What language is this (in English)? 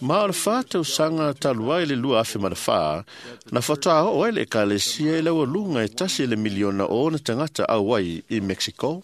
Samoan